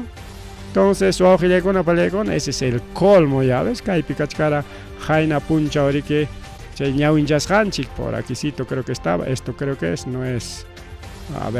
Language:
Ayacucho Quechua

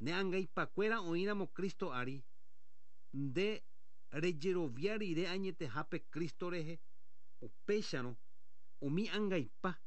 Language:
Guarani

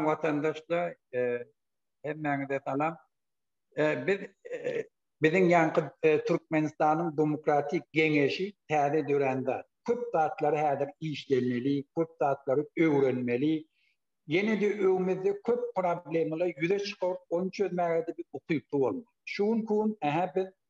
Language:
Turkmen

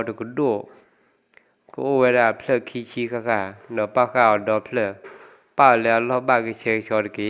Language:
S'gaw Karen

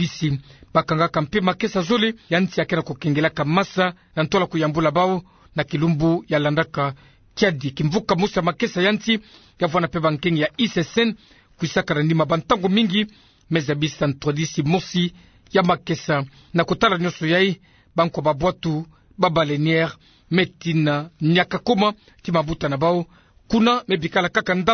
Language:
Kituba (Democratic Republic of Congo)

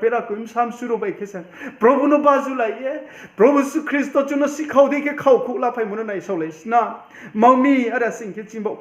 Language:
Riang (India)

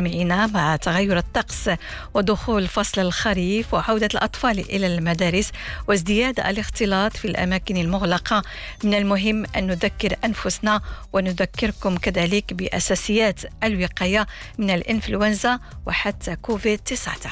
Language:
Arabic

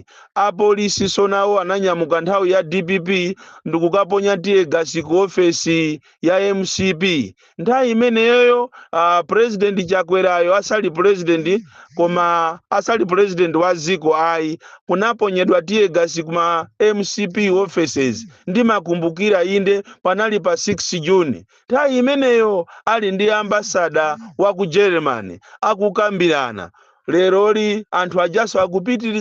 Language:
Nyanja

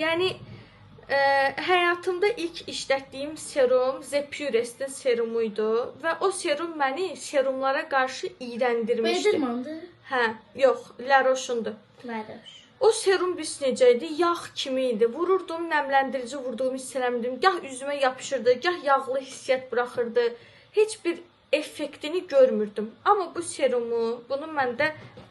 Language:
Azerbaijani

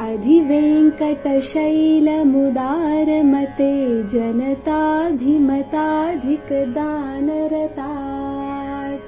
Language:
Sanskrit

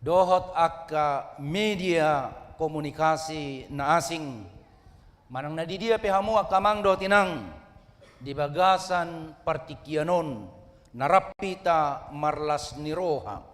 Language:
Batak Toba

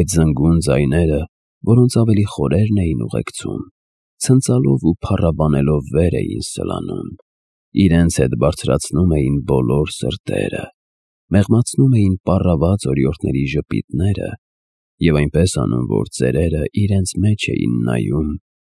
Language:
Armenian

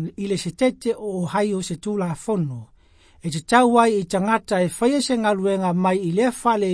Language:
Samoan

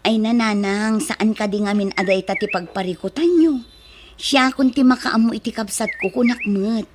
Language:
Iloko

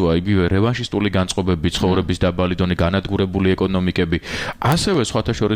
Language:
Georgian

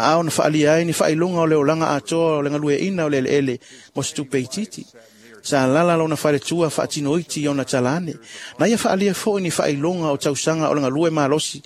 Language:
Samoan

